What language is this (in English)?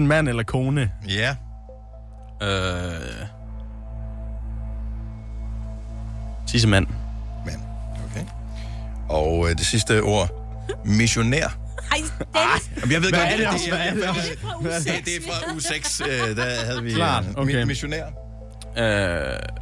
Danish